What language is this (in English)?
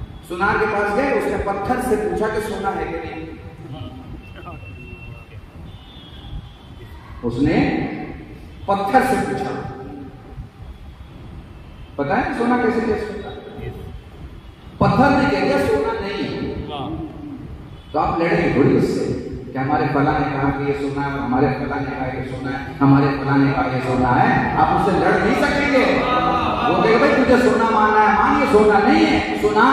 Urdu